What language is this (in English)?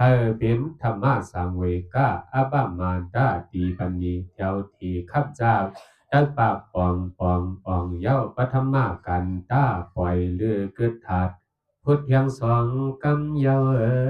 Shan